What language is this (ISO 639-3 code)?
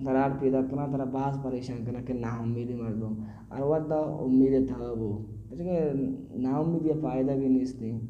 bal